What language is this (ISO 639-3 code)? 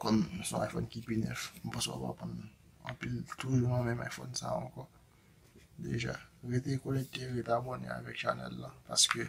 hat